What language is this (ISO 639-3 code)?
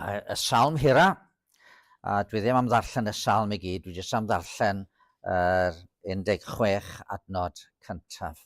cym